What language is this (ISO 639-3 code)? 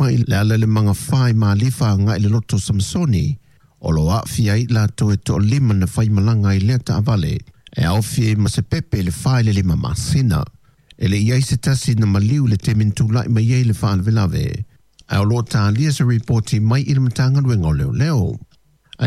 smo